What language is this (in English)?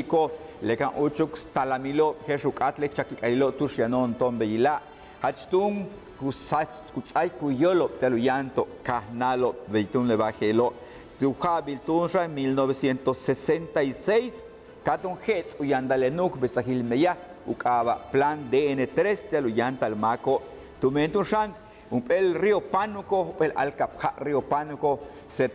Yucateco